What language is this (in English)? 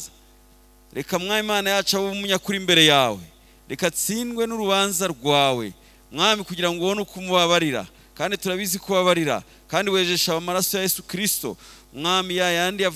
Kinyarwanda